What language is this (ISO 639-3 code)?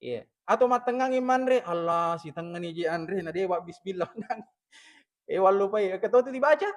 bug